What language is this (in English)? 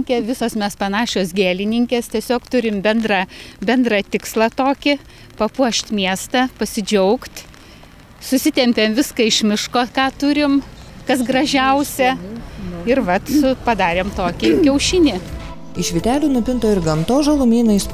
Lithuanian